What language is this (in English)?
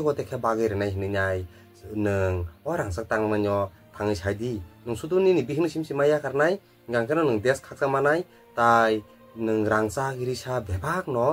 Kok Borok